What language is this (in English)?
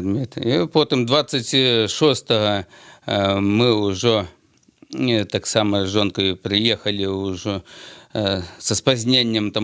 Belarusian